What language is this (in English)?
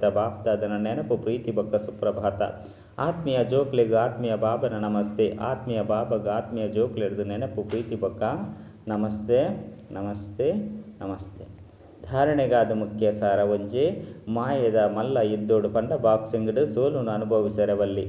Tulu